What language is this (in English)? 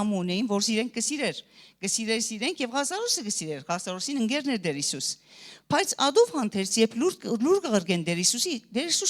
Western Armenian